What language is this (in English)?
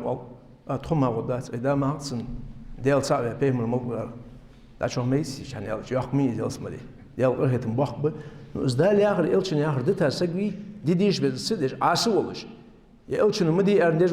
Ingush